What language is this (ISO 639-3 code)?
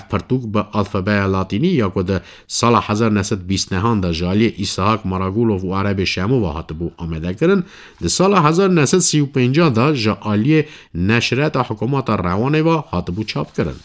kur